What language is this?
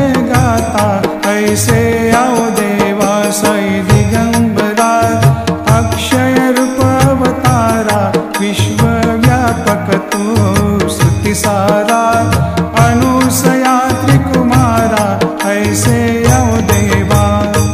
Hindi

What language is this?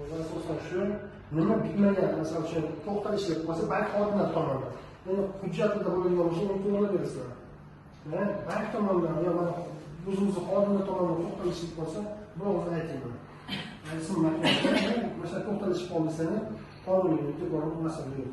Uzbek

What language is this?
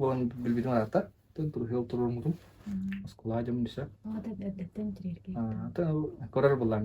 Yakut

